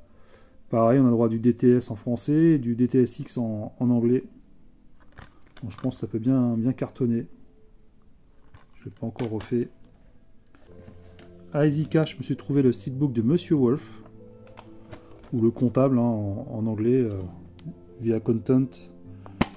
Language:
French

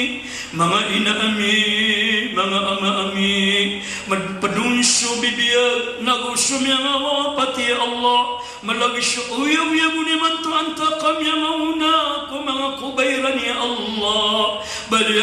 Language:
Maranao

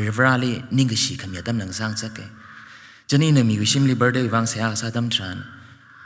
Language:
Tangkhul Naga (India)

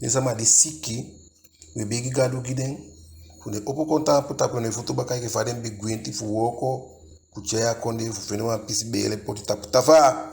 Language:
Eastern Maroon Creole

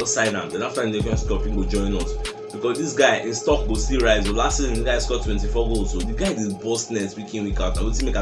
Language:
Nigerian Pidgin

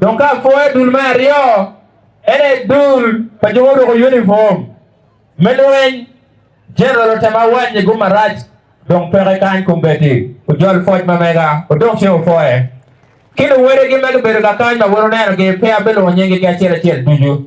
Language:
Acoli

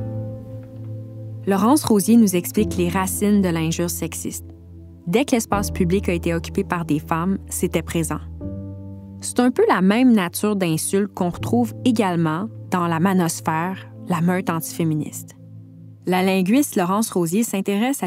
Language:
French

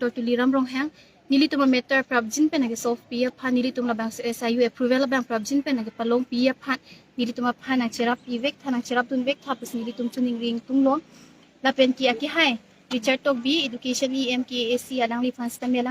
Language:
Karbi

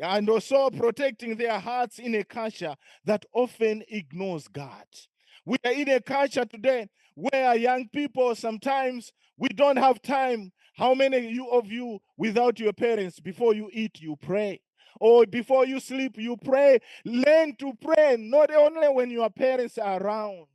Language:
English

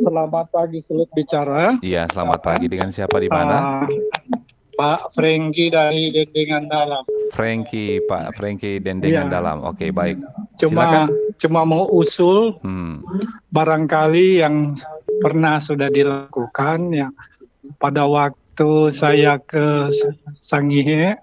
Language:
Manado Malay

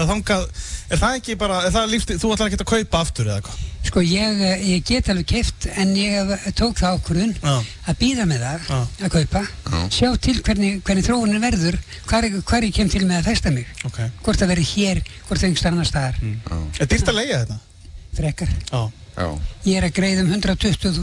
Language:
Icelandic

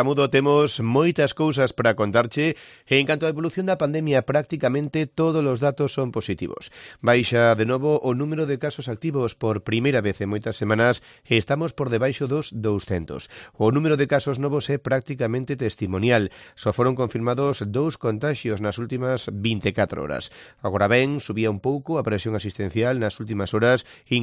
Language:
Galician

